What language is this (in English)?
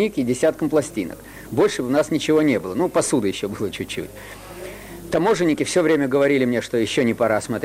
Russian